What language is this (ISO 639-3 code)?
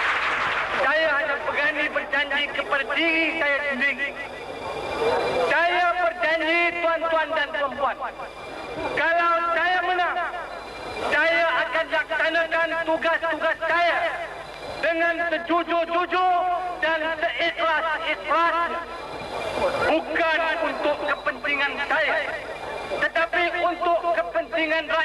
msa